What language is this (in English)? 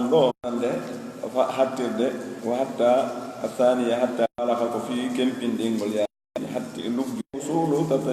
Pular